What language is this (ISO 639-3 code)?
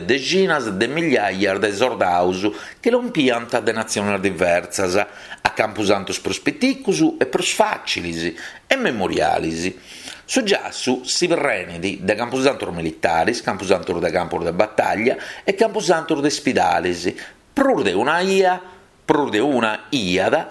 srd